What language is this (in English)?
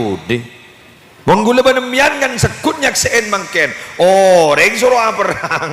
Madurese